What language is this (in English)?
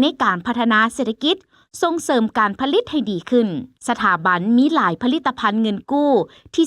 Lao